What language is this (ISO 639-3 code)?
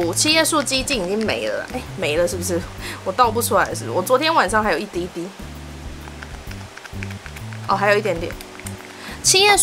zho